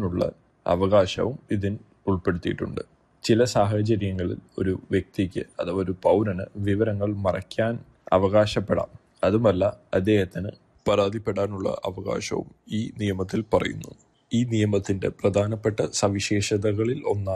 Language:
Malayalam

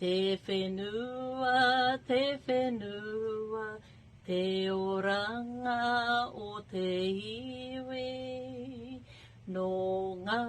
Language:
Māori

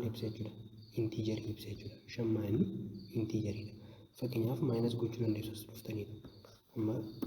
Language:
Oromo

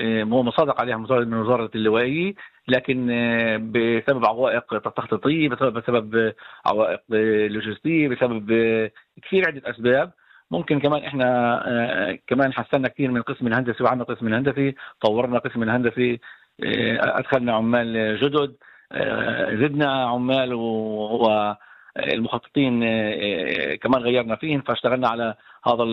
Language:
North Levantine Arabic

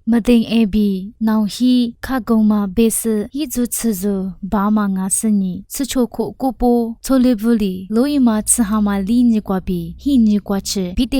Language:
Lisu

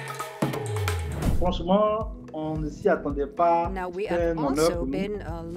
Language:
French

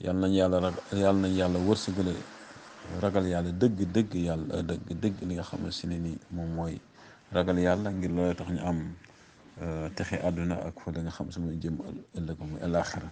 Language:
Wolof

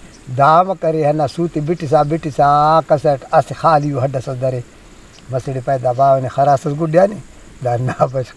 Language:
Brahui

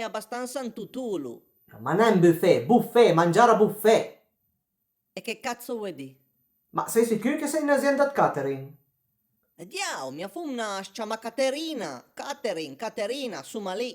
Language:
Piedmontese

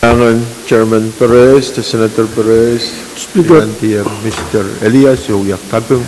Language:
Pohnpeian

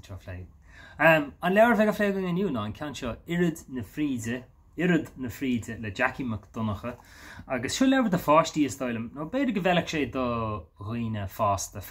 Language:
Irish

